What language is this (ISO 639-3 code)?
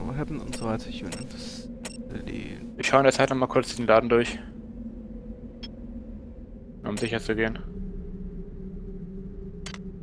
deu